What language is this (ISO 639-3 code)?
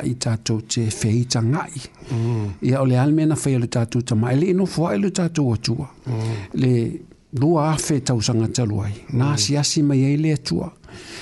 smo